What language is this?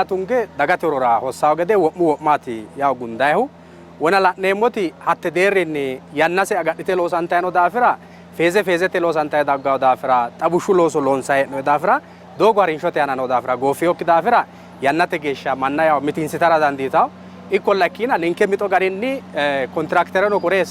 Sidamo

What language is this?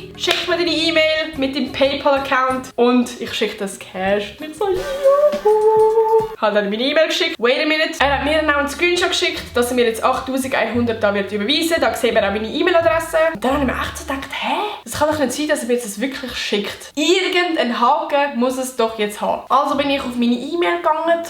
Swiss German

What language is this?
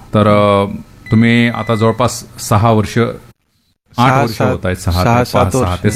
Marathi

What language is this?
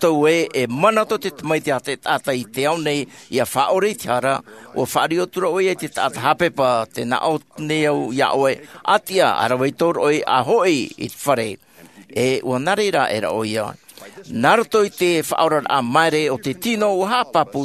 Tahitian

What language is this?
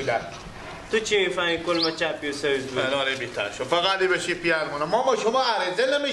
Persian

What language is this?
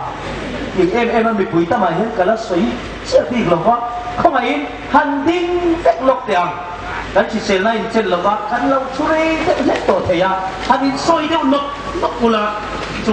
Hmar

